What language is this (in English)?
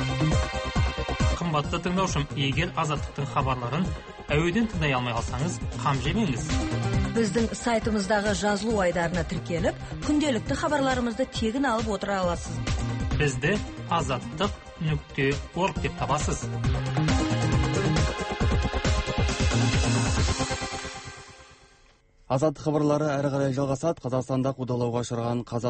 Kazakh